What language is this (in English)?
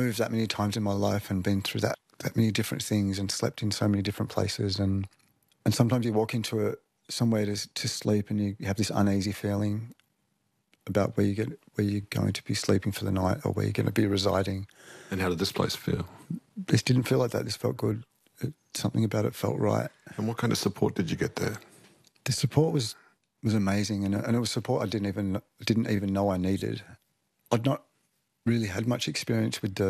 English